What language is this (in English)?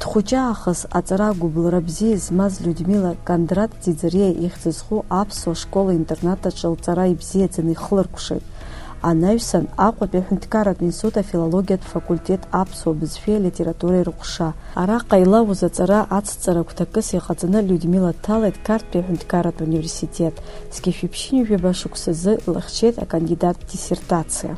Abkhazian